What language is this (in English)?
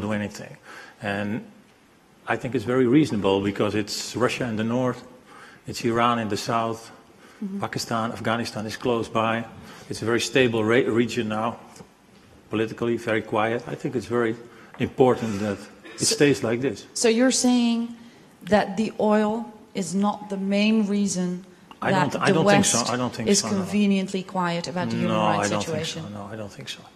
English